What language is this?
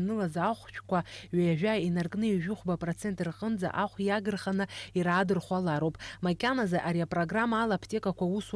Abkhazian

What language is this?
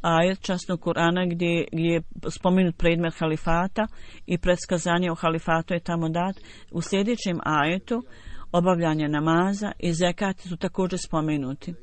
Bosnian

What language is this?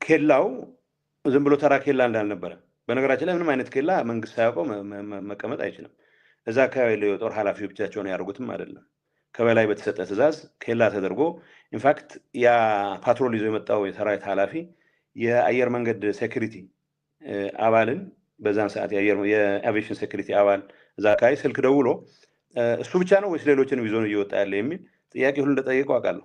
Amharic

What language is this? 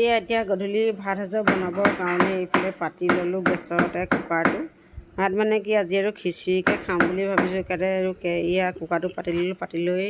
Assamese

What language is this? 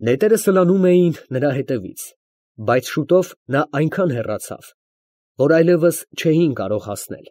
Armenian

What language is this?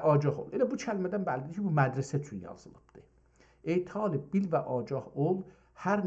South Azerbaijani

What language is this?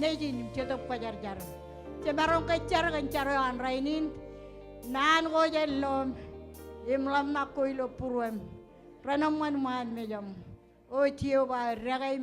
Marshallese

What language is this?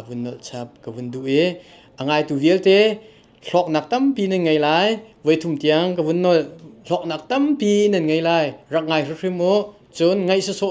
Hakha Chin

